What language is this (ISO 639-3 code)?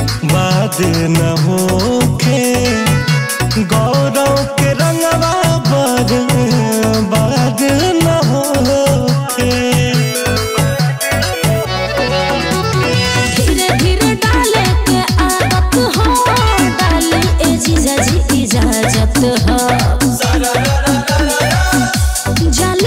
bho